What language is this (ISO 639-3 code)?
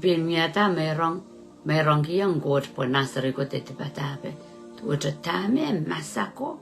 pon